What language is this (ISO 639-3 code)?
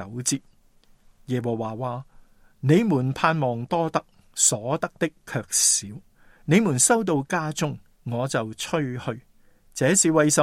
yue